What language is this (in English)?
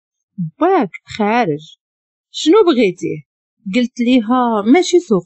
Moroccan Arabic